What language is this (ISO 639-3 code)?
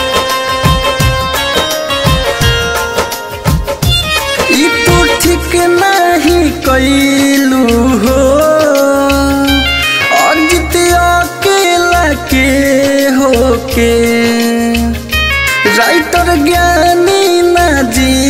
bho